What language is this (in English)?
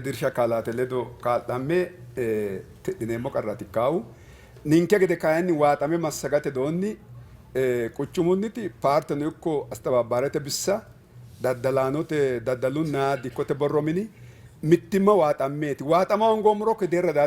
Sidamo